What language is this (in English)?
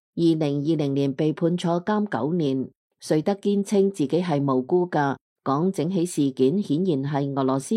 Cantonese